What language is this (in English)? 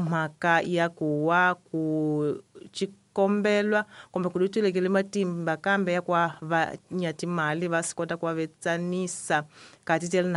Tsonga